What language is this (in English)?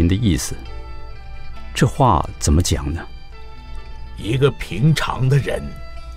Chinese